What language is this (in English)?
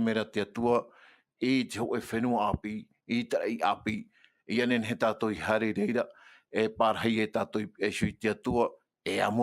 Tahitian